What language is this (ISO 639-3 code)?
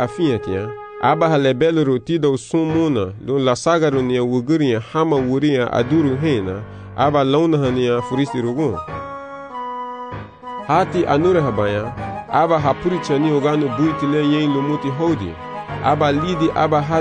cab